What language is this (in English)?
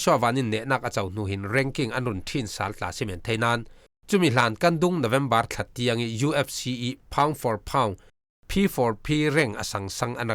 Falam Chin